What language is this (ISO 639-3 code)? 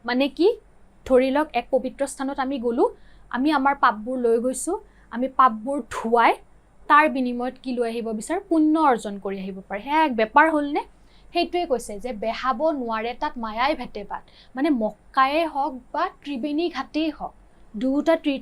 asm